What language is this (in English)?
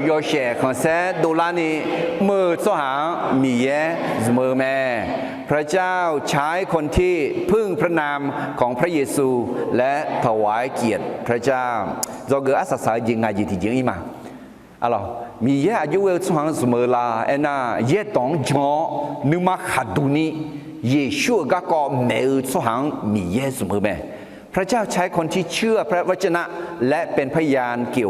Akha